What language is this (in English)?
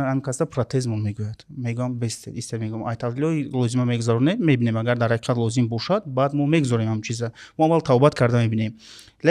Tajik